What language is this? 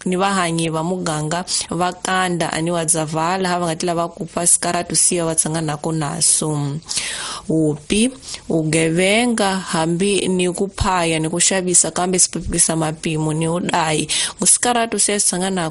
Tsonga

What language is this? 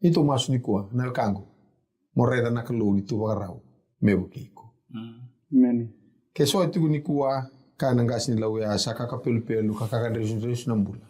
Fijian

